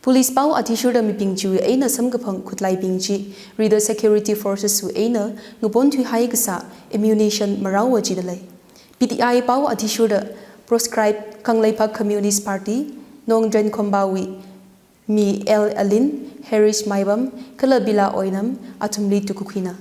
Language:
Tangkhul Naga (India)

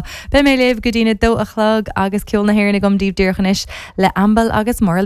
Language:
Irish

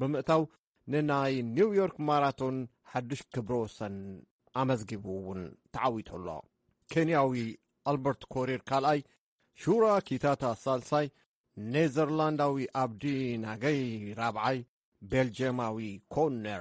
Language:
Tigrinya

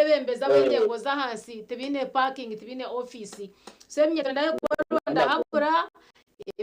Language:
Nyankole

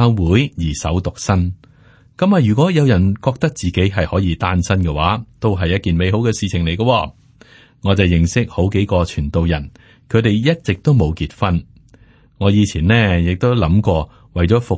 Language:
Cantonese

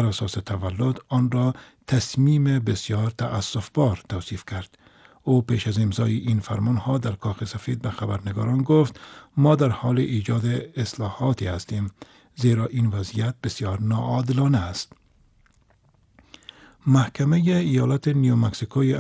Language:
Persian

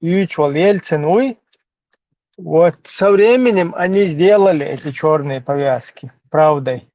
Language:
Chechen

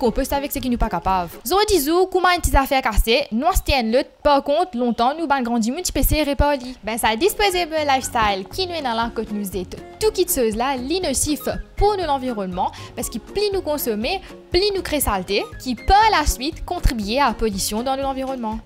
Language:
Morisyen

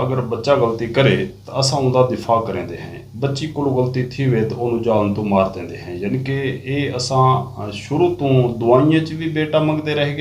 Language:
Saraiki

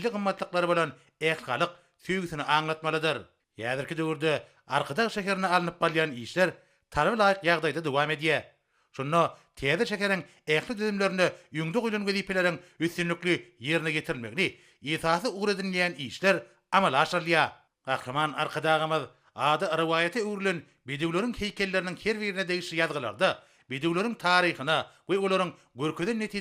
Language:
Turkmen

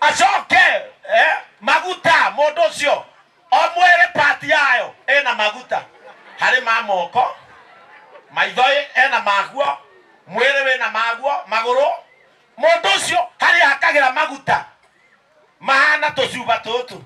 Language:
Kikuyu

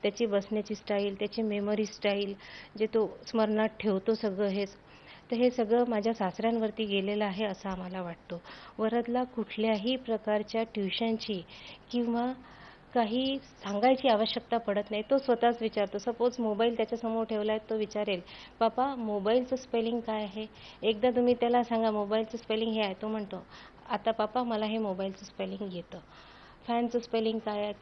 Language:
Marathi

